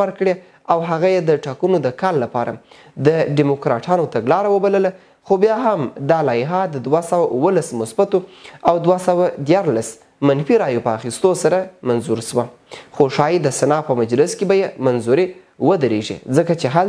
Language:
Pashto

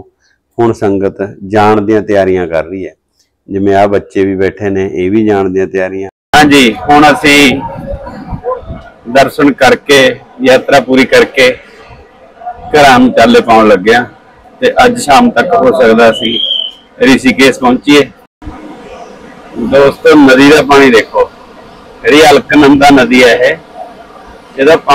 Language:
Punjabi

